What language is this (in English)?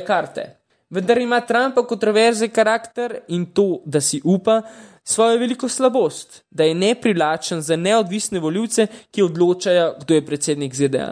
Slovenian